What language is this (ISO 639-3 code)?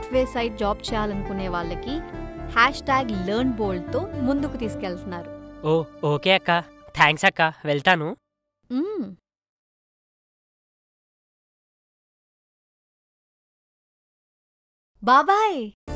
tel